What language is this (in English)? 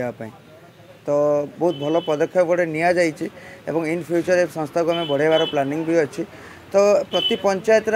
Odia